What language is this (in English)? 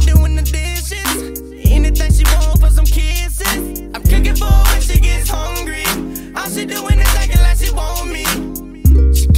English